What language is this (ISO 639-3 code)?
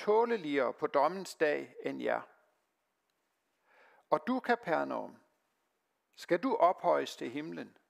dan